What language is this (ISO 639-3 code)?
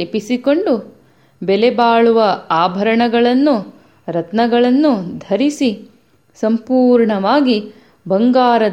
kan